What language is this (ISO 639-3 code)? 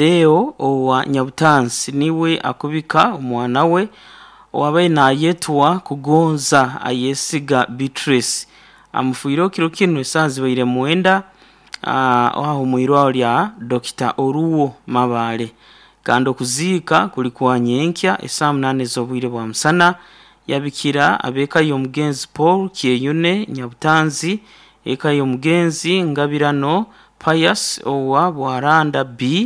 nyn